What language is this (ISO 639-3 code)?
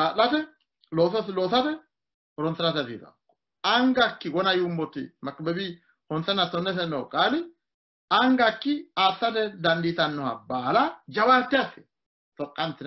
sid